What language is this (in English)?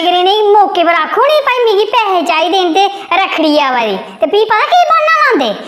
Dogri